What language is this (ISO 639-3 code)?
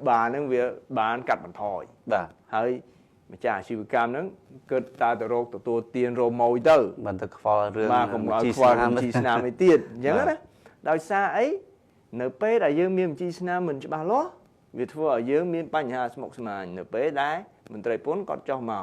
khm